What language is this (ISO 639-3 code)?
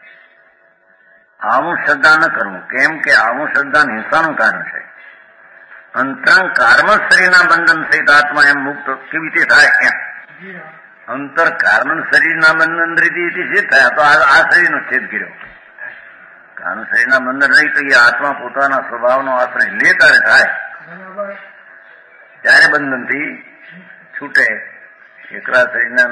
guj